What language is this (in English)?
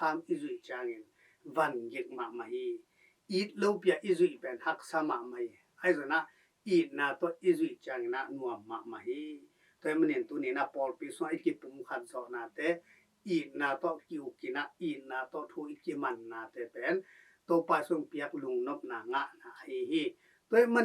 Tedim Chin